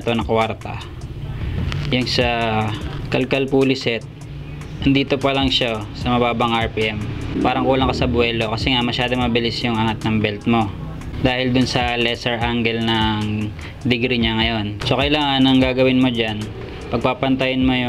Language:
Filipino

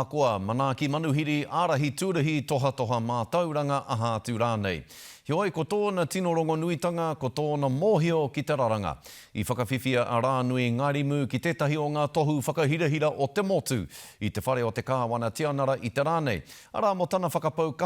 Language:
Māori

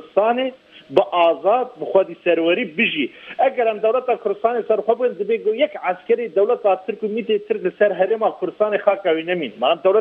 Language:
Kurdish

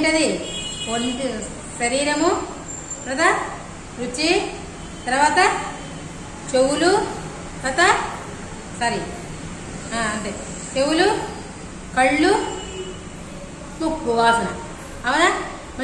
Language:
Telugu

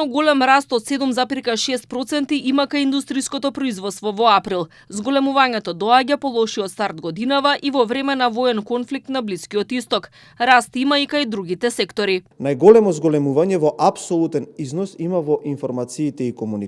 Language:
Macedonian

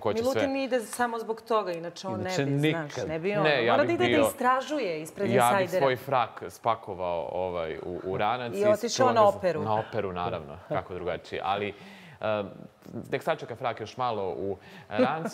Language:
Serbian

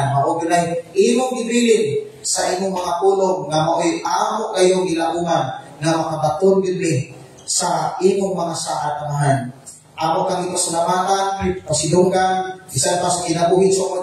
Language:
Cebuano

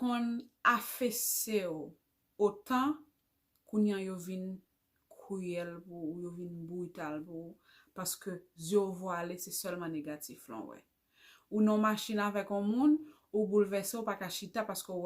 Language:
Haitian Creole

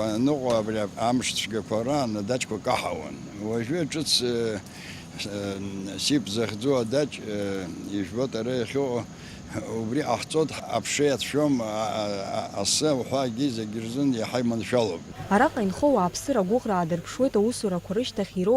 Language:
Abkhazian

